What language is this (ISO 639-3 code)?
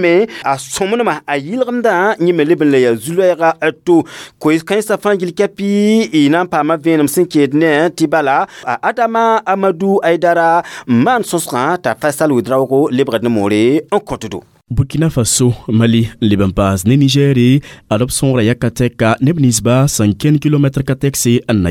mos